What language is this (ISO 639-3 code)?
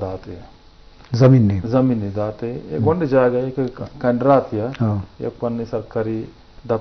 bgp